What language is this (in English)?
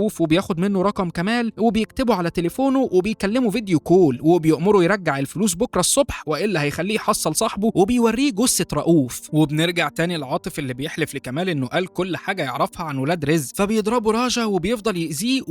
Egyptian Arabic